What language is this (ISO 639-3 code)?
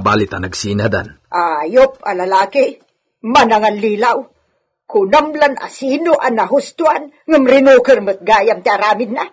ilo